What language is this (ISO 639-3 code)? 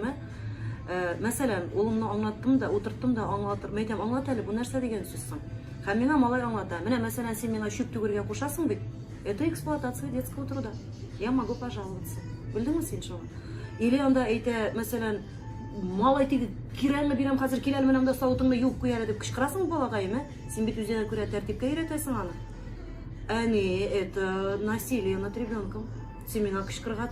tat